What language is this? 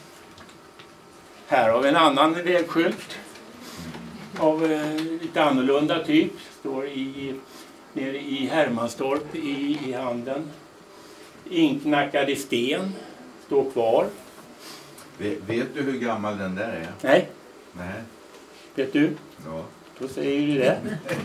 Swedish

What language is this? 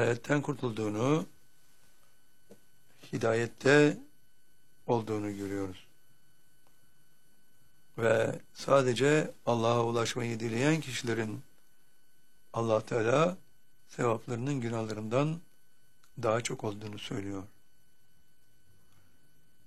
Turkish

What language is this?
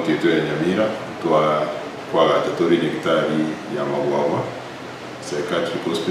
Gusii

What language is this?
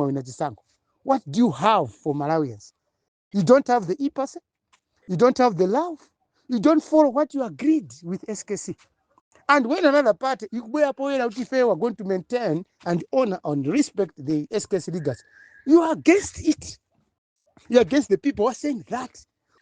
Nyanja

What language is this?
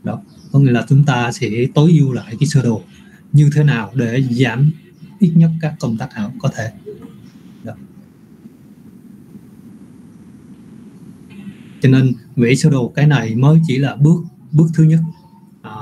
Vietnamese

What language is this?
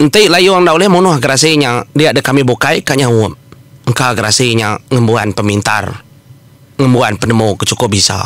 Iban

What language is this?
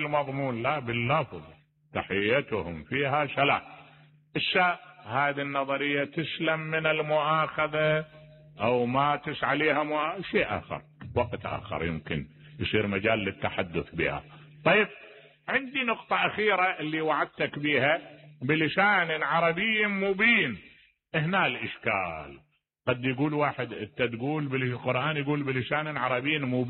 Mesopotamian Arabic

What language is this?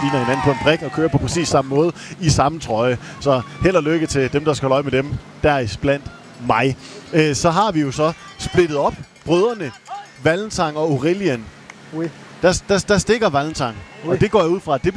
Danish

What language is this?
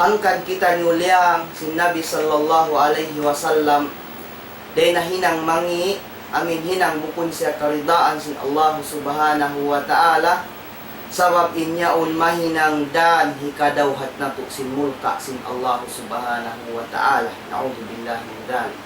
Tausug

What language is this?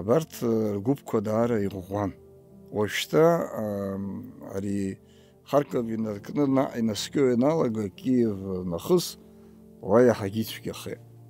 Abkhazian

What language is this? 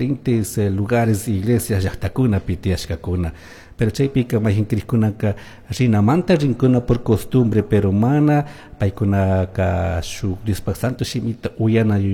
Chimborazo Highland Quichua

